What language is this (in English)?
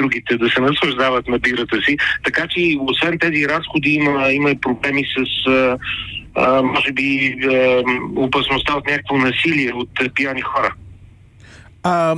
Bulgarian